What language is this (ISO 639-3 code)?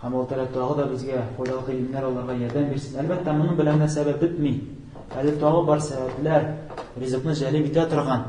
tat